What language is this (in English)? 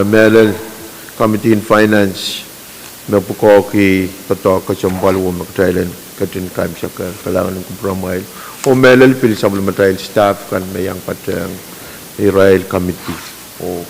Pohnpeian